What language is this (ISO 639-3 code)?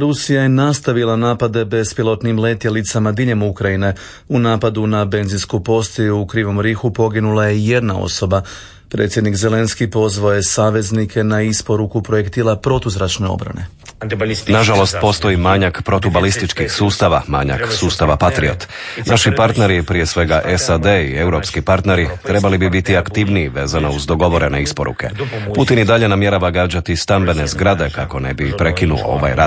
hrv